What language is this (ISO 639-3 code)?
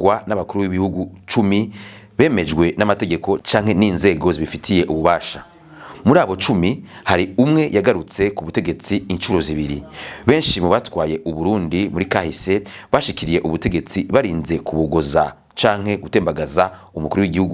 run